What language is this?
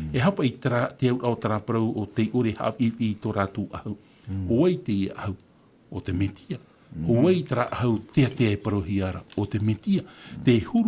Tahitian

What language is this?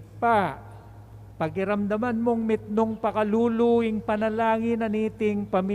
Pampanga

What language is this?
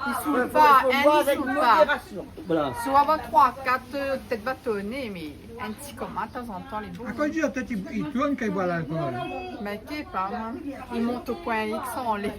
Réunion Creole French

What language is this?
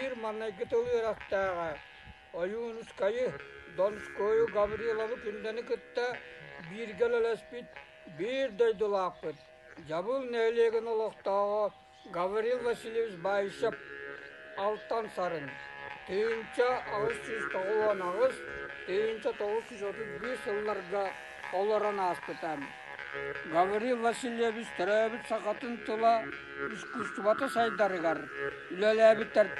Yakut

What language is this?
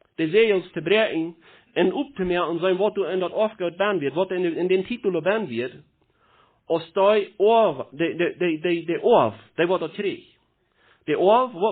Plautdietsch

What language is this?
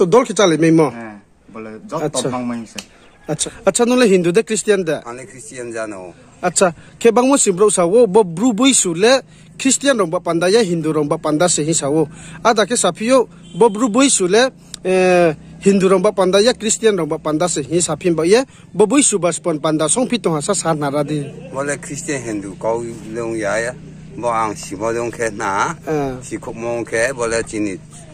Riang (India)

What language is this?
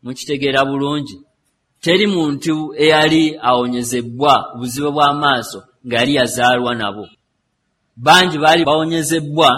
Ganda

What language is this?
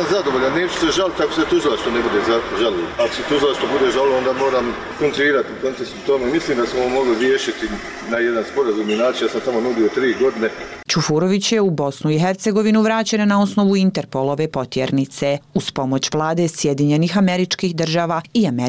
Bosnian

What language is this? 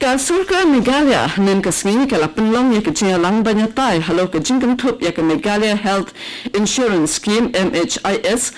Khasi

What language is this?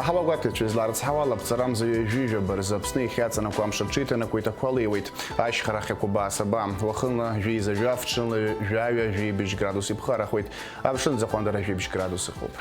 Abkhazian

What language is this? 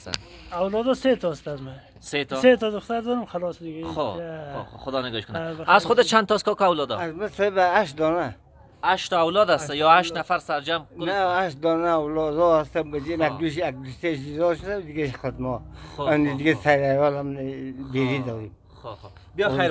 Persian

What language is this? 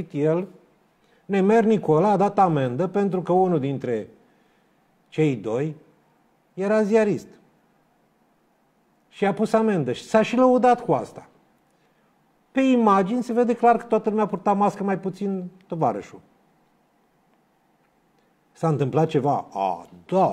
Romanian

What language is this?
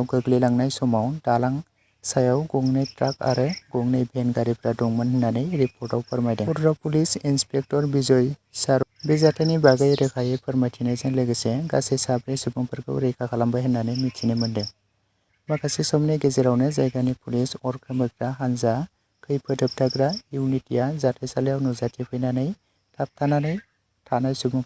Bodo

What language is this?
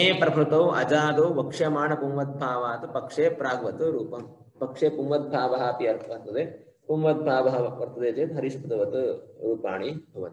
Sanskrit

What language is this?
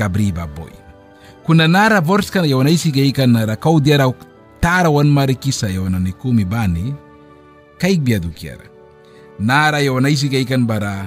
Mískito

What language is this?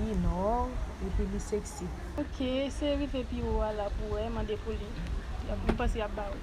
Haitian Creole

